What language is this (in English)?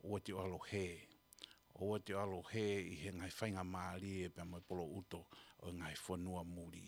Tongan